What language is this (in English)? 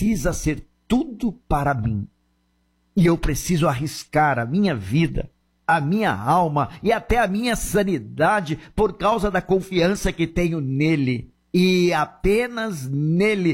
Portuguese